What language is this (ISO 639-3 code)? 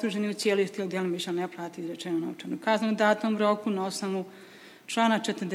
bos